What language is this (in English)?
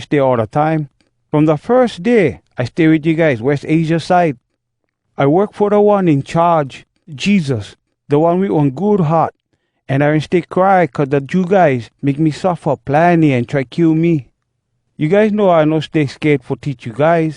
Hawai'i Creole English